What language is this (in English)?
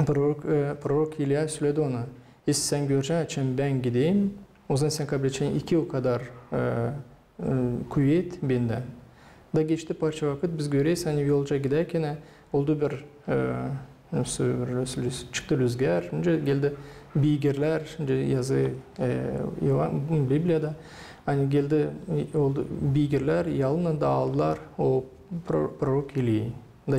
Gagauz